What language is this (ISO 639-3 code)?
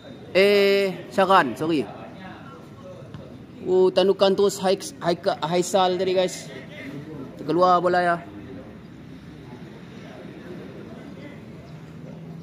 msa